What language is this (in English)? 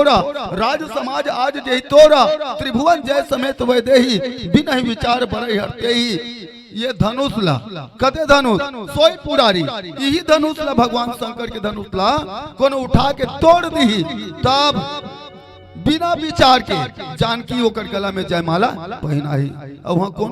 Chhattisgarhi